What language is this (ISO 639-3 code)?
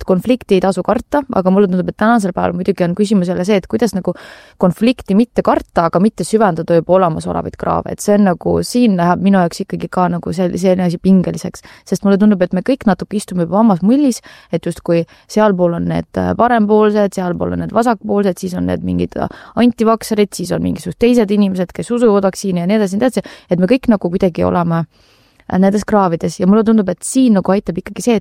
est